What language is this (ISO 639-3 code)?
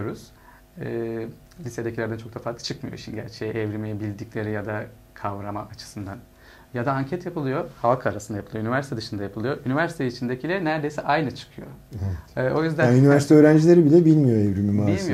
tur